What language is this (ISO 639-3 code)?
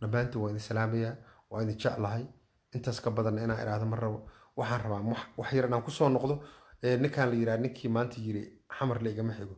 som